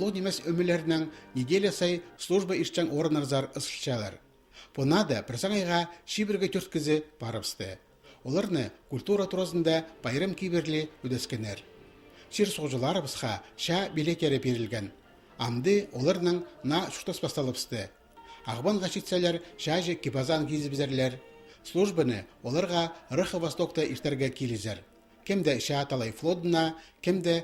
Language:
Khakas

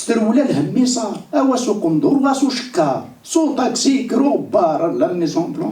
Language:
Kabyle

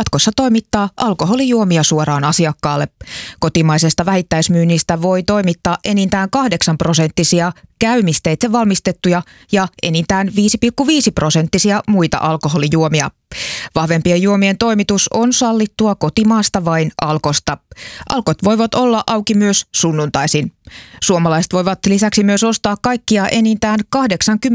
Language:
Finnish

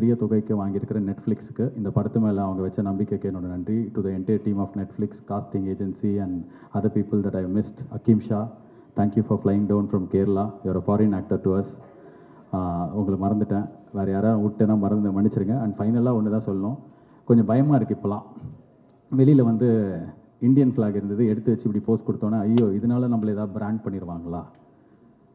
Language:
Tamil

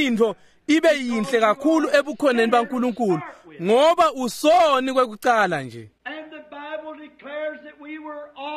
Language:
Swati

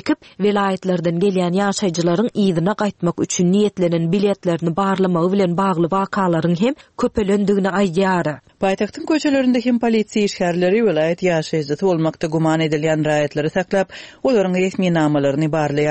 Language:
Turkmen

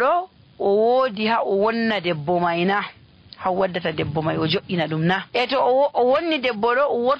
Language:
Nigerian Fulfulde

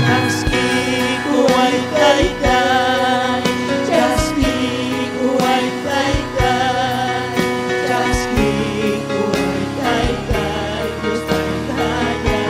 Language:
Ayacucho Quechua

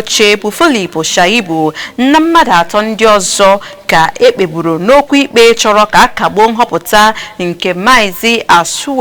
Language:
Igbo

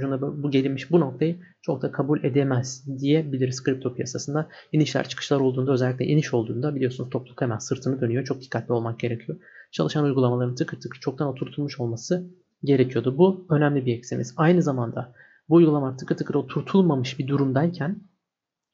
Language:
Turkish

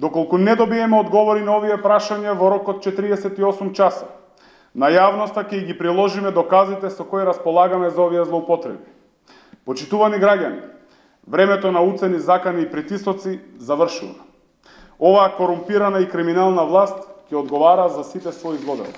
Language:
Macedonian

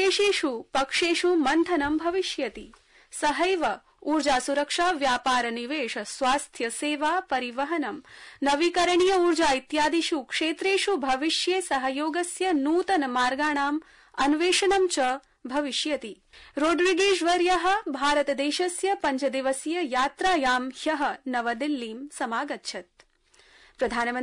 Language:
Sanskrit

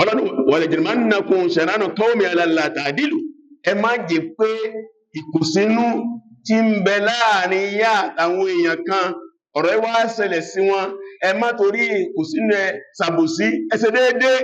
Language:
Yoruba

